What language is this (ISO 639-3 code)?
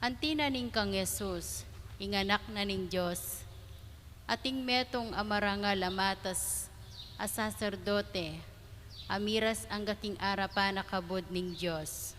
pam